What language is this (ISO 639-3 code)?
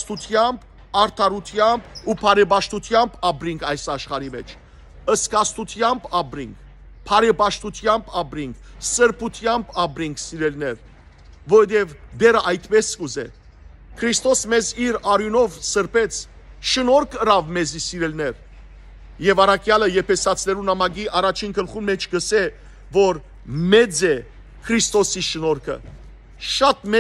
hyw